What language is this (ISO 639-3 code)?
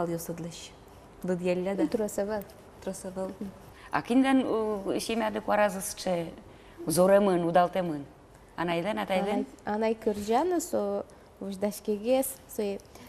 udm